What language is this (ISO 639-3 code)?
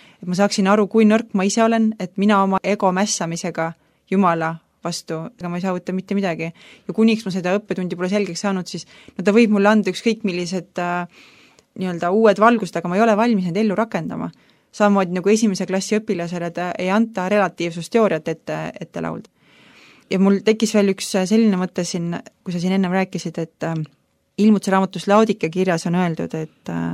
est